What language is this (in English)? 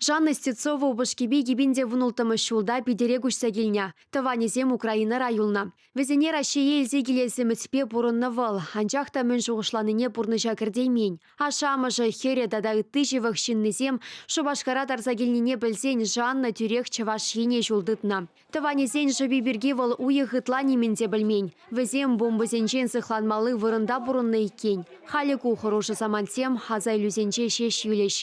Chuvash